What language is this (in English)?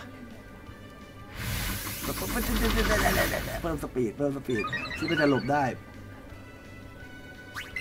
Thai